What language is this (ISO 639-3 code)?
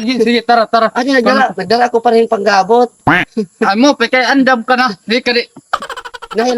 war